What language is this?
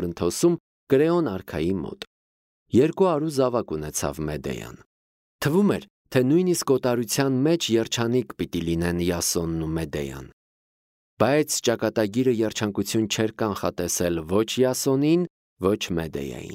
Armenian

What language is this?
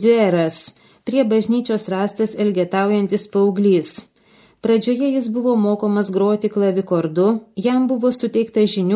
Lithuanian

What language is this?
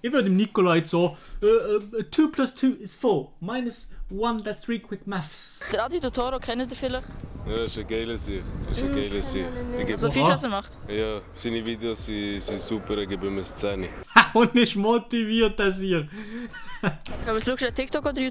Swiss German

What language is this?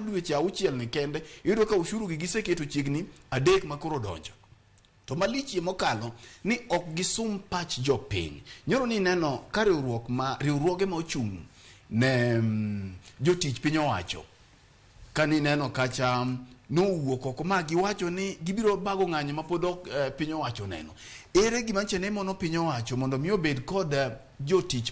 Luo (Kenya and Tanzania)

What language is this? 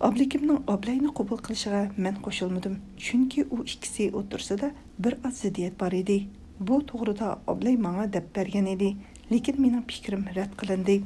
Uyghur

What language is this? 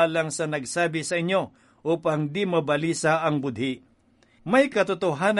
Filipino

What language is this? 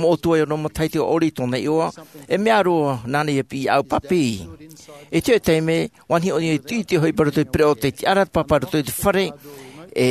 Tahitian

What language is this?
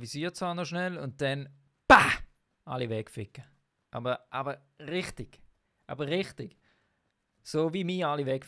Swiss German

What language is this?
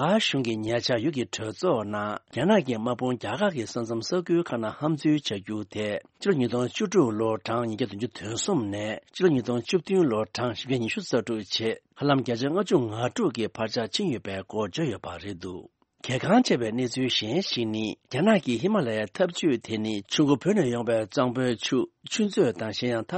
Tibetan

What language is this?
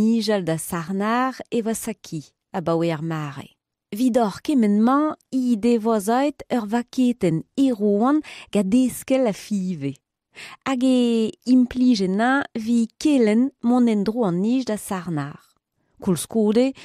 Breton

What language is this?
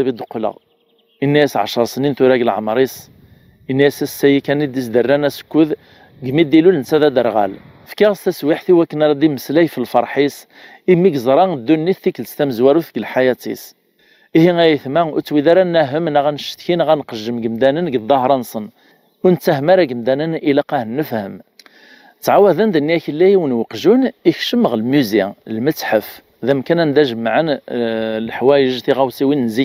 Kabyle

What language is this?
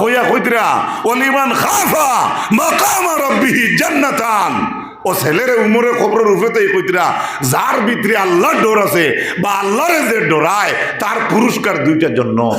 Sylheti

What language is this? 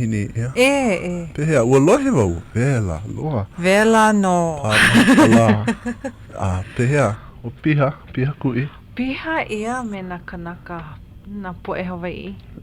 Hawaiian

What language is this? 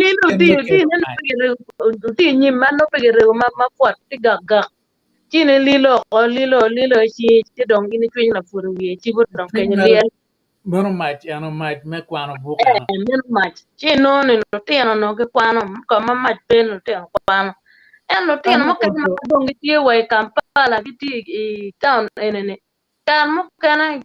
Acoli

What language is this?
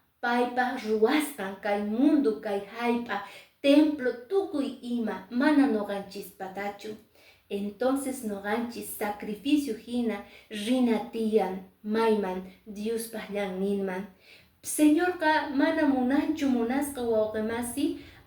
Quechua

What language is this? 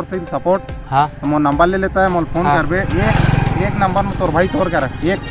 Chhattisgarhi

